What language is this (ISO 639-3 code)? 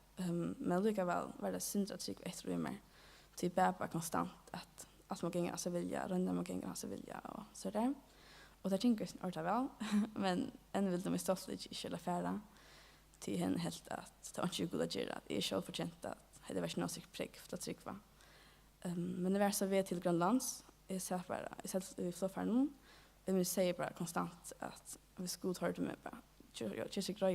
fao